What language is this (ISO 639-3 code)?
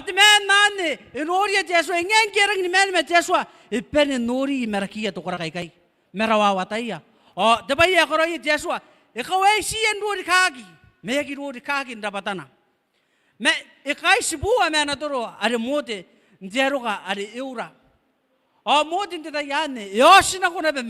gil